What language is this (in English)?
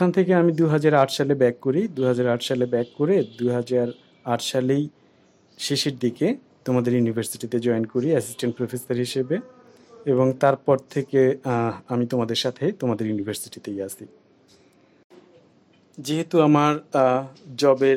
Bangla